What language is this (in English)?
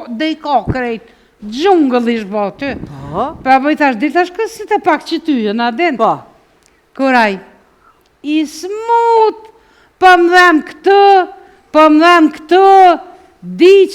Albanian